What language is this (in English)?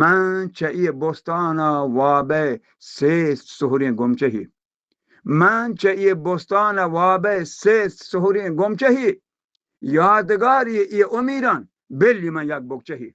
Baluchi